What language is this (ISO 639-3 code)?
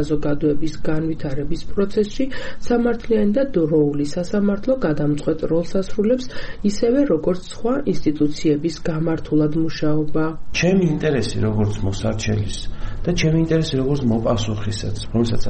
kat